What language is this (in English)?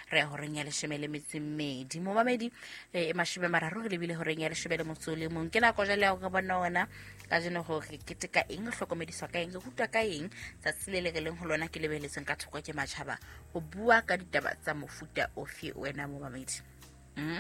Southern Sotho